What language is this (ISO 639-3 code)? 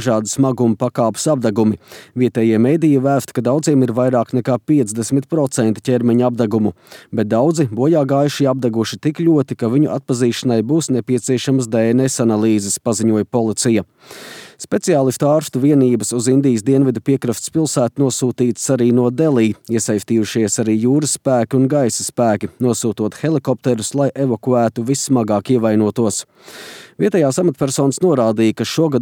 lav